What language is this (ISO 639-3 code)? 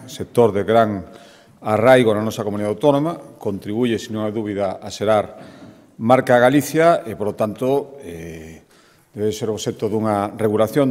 glg